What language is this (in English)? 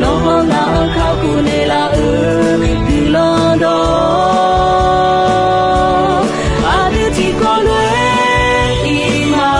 Akha